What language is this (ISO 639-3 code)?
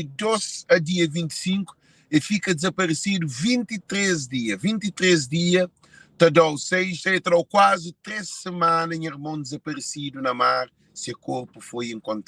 kea